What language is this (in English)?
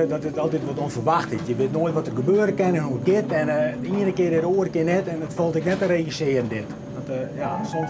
Western Frisian